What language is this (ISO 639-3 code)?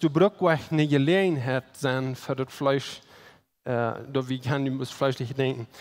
pdt